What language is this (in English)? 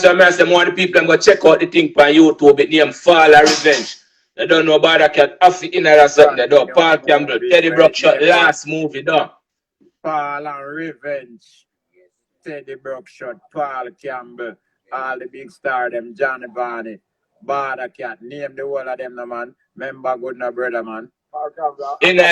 Jamaican Creole English